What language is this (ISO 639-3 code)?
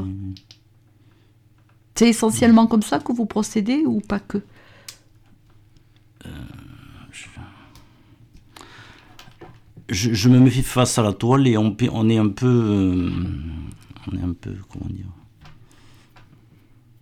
fra